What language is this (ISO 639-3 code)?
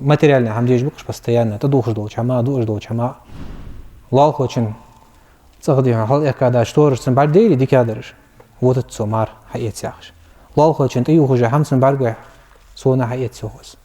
inh